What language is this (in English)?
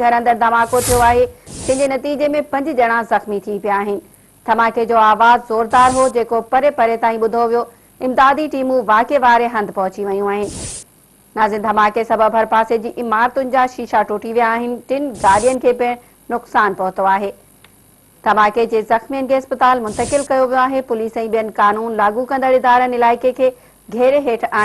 Sindhi